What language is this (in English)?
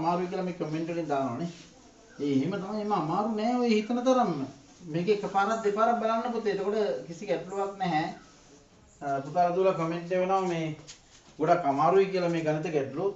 Sinhala